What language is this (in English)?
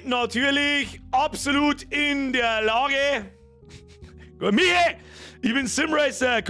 Bavarian